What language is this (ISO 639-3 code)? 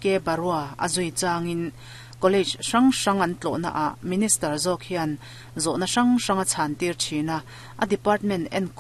lus